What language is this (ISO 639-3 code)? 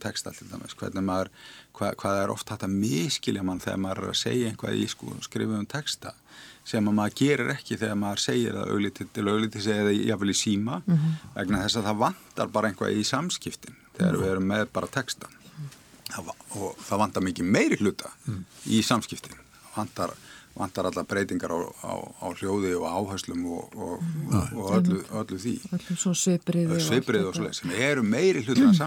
isl